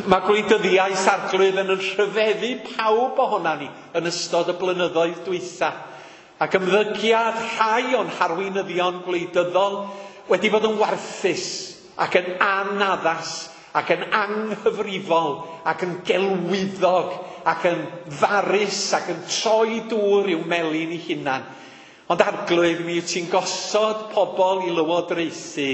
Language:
Welsh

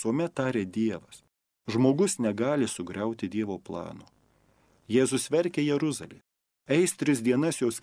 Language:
Lithuanian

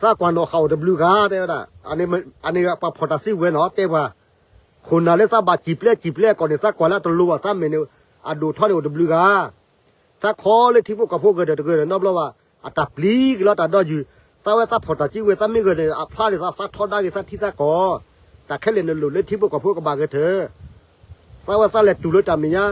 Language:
S'gaw Karen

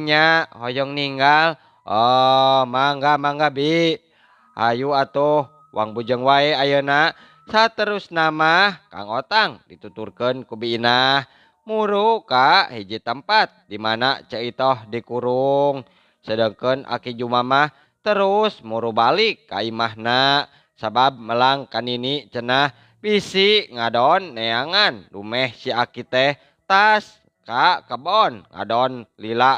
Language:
Sundanese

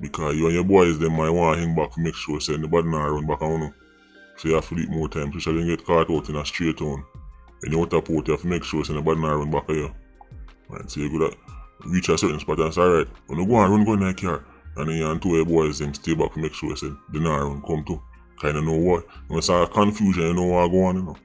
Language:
Jamaican Creole English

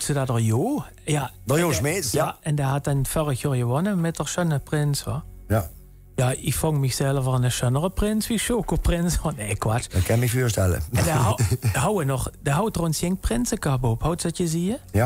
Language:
Limburgish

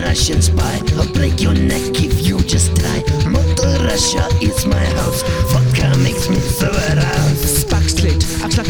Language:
Afrikaans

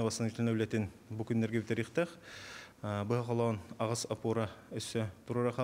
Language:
Yakut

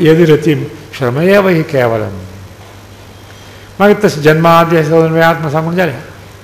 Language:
Konkani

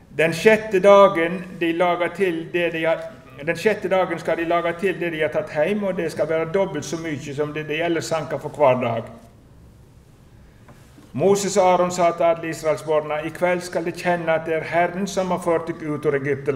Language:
Norwegian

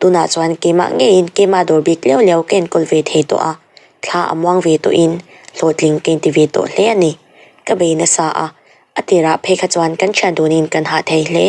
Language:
Mizo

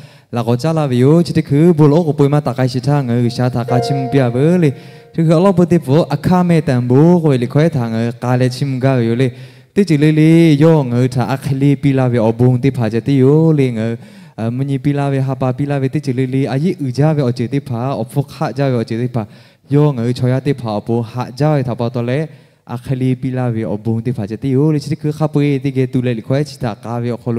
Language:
Lahu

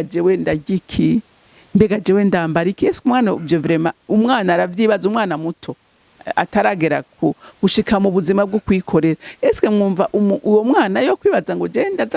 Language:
Rundi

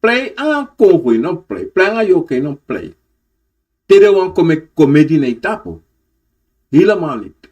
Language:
Sranan Tongo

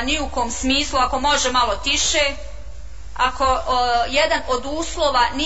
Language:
Bosnian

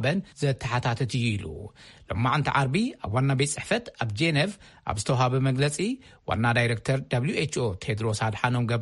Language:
Tigrinya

